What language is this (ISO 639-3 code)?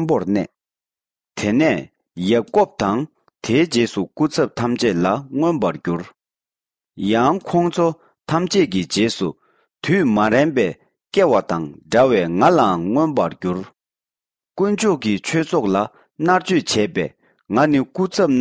bod